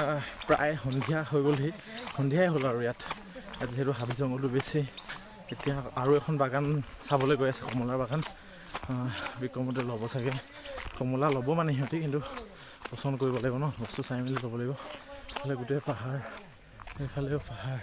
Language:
Assamese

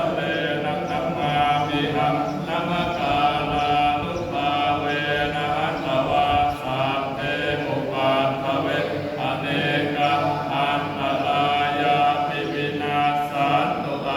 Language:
Pali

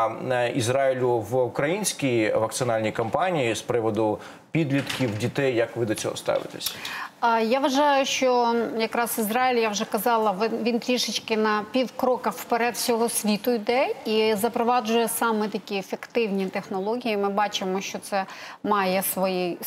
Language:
Ukrainian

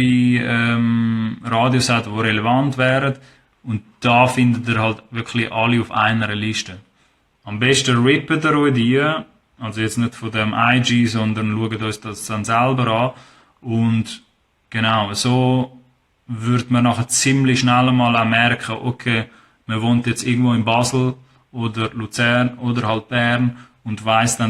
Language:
Swiss German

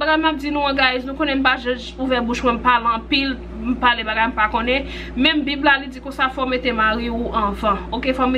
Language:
Haitian Creole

